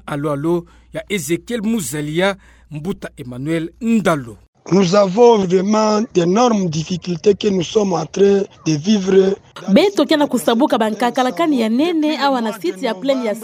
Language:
Kituba (Democratic Republic of Congo)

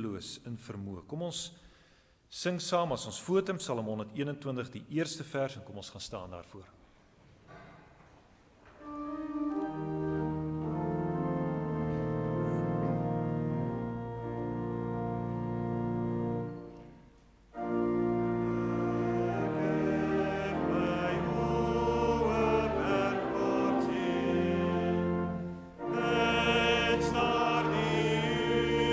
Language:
Afrikaans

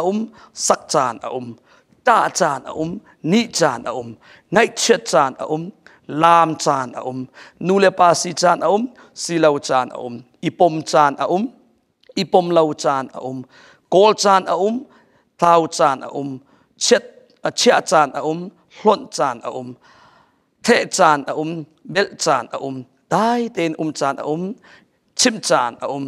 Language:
Hakha Chin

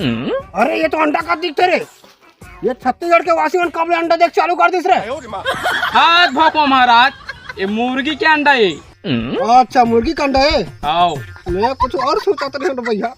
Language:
Chhattisgarhi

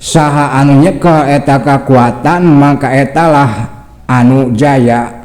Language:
Sundanese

